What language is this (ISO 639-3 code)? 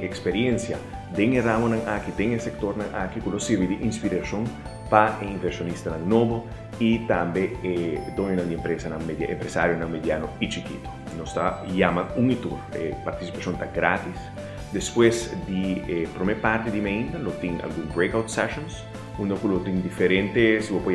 pap